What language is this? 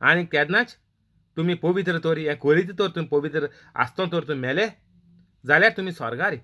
Konkani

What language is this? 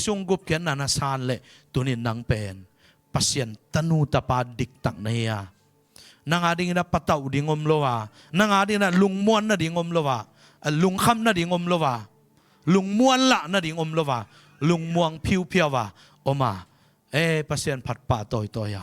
Tedim Chin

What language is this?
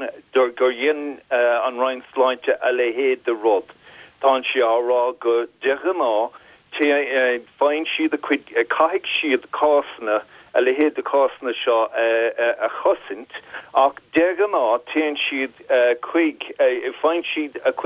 Irish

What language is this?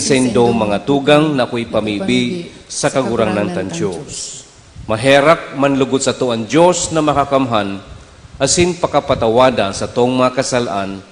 Bikol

